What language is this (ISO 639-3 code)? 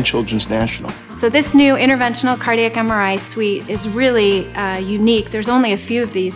eng